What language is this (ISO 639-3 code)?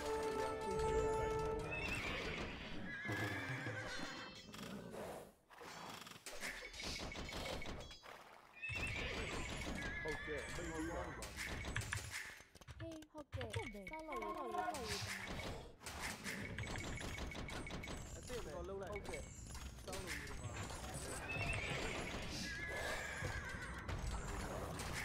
mya